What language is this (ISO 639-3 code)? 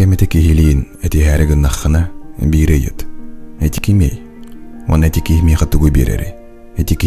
sah